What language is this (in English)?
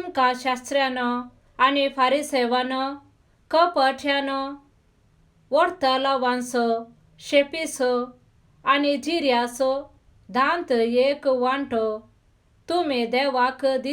Konkani